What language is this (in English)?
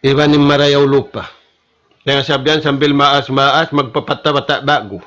Tausug